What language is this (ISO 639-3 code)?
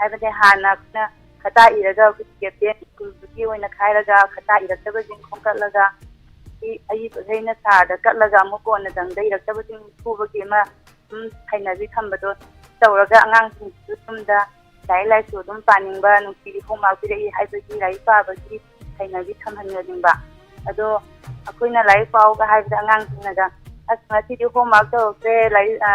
mni